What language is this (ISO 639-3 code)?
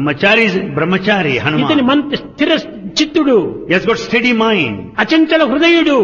tel